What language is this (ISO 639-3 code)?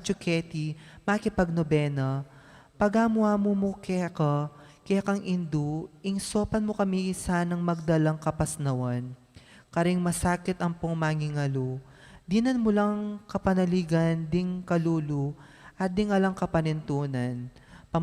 pam